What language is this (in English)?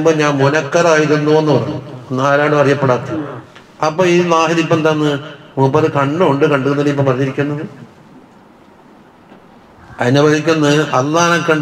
Malayalam